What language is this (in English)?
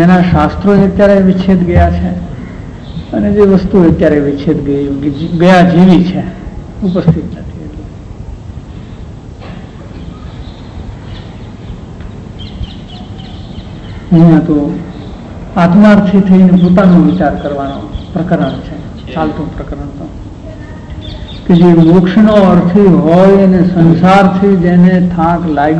Gujarati